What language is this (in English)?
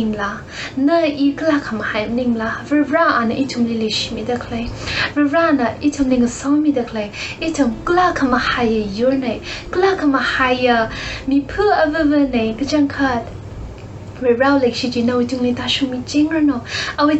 Tangkhul Naga (India)